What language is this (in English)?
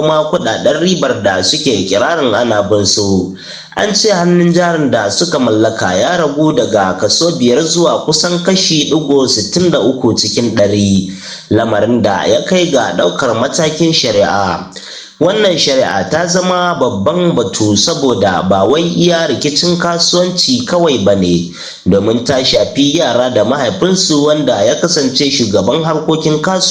Hausa